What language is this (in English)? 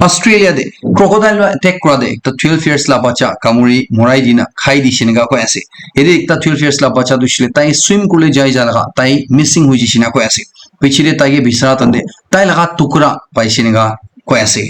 Naga Pidgin